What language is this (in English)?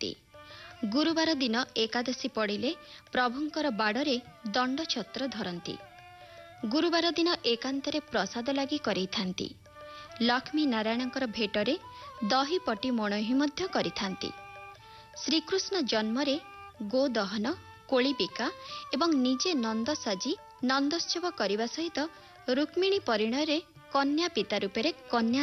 Odia